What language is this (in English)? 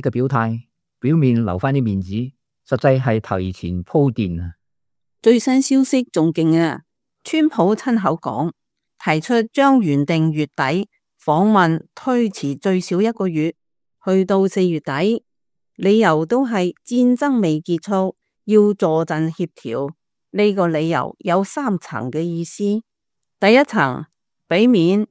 Cantonese